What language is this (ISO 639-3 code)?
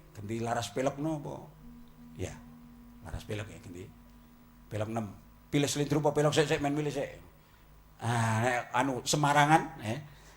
jav